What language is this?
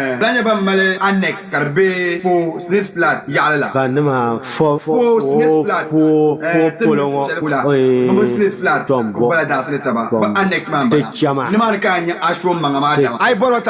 Dagbani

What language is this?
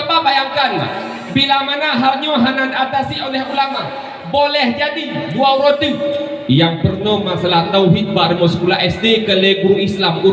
Achinese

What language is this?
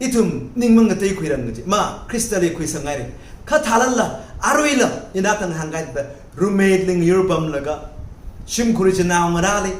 Tangkhul Naga (India)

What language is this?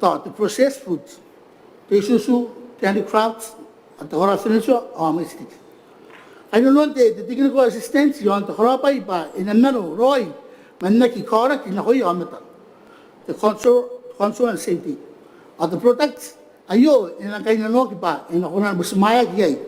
Gilbertese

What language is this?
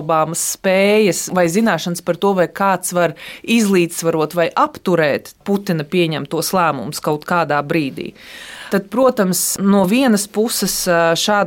Latvian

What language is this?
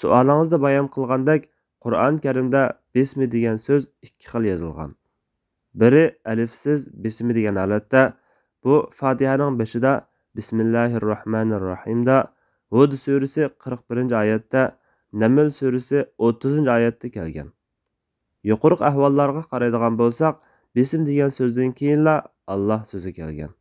Uyghur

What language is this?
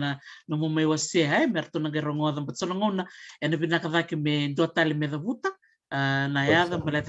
Fijian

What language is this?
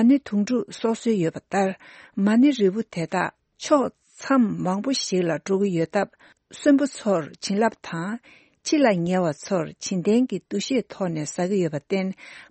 Tibetan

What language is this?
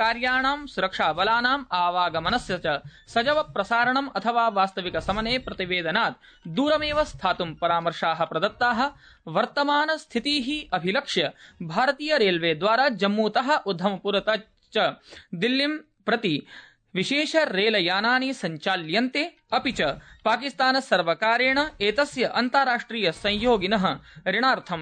Sanskrit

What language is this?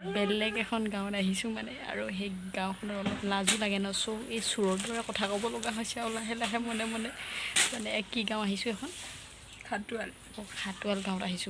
Assamese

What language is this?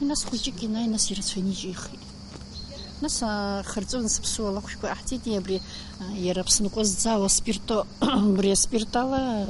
Abkhazian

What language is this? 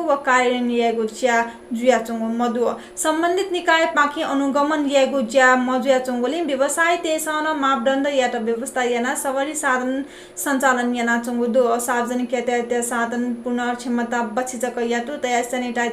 Newari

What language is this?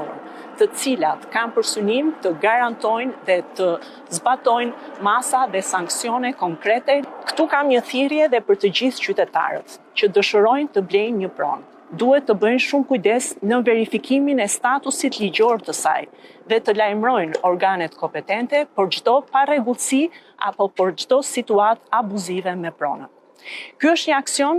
Albanian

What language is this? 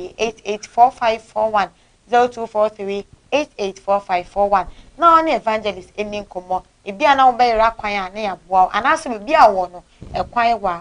Akan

